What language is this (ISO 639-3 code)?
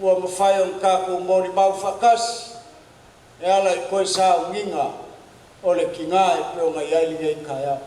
smo